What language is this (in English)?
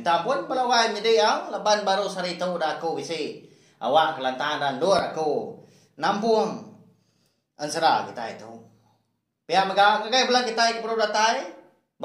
Iban